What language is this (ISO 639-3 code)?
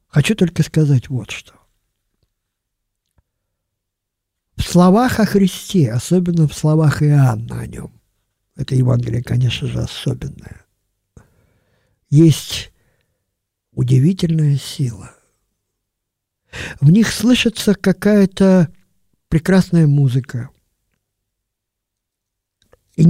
rus